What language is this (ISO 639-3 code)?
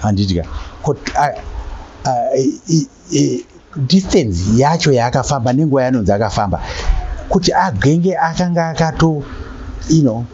sna